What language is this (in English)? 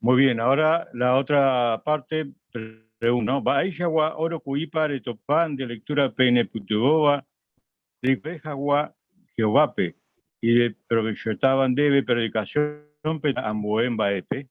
Guarani